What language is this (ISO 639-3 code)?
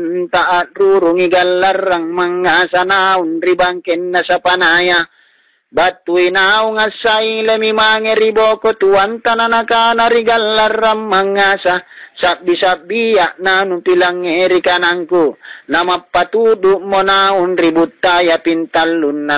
mak